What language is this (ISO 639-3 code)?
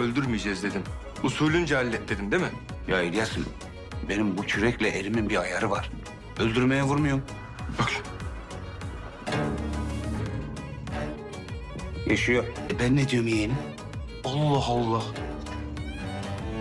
tur